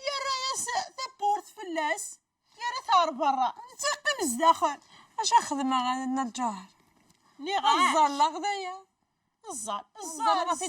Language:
Kabyle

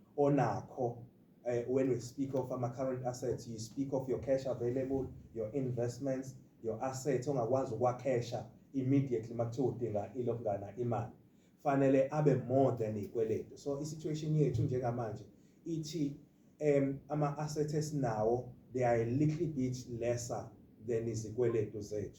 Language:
Zulu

